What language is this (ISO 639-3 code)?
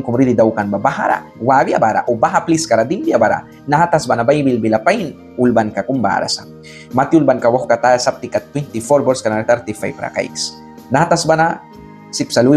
miq